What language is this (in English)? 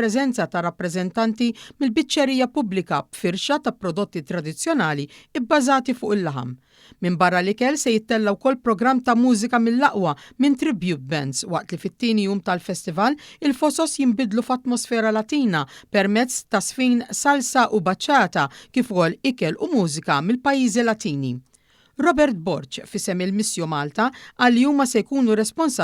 Maltese